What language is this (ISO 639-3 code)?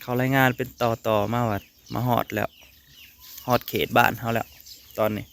tts